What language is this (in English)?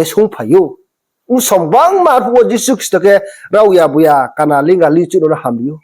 Riang (India)